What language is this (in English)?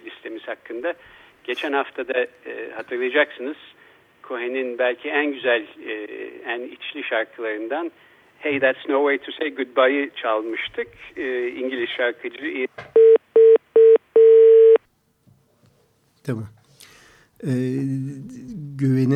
Turkish